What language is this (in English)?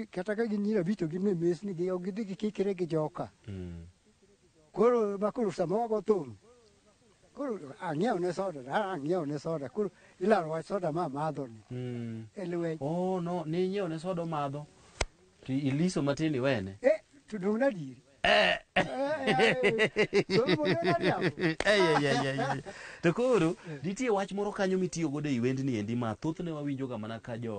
Luo (Kenya and Tanzania)